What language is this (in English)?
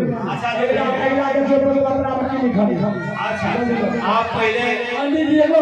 Maithili